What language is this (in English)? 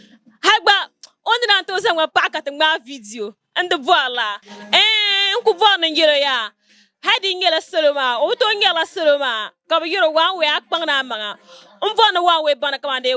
Dagbani